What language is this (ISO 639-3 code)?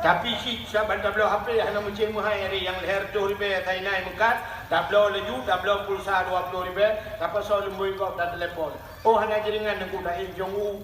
ace